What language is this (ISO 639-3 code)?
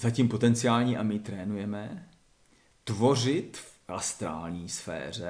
ces